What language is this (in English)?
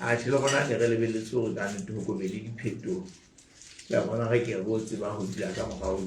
Southern Sotho